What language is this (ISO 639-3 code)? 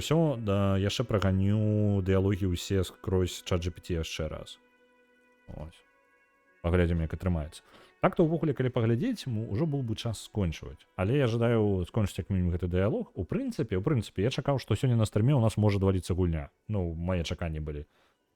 bel